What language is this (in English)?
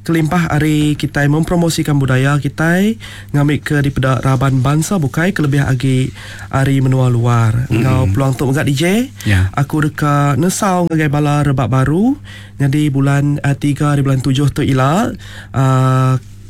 Iban